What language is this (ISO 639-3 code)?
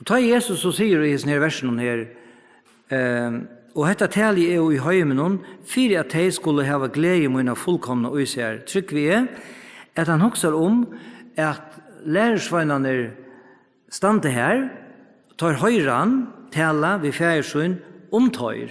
fao